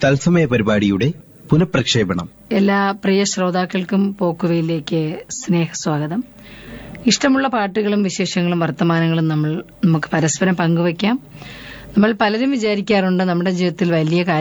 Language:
Malayalam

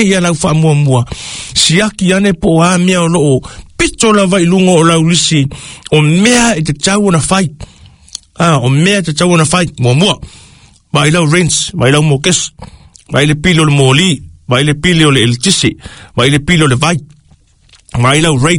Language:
Samoan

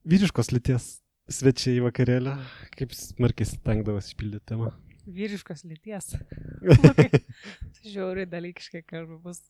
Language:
Lithuanian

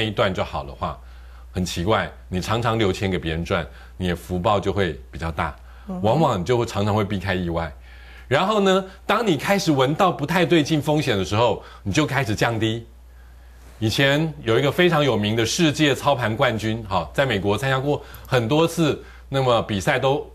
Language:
Chinese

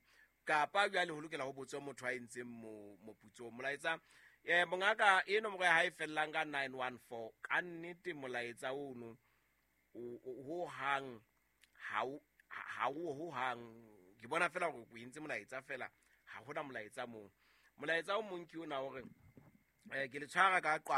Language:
Southern Sotho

